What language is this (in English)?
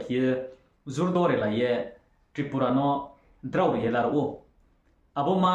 Riang (India)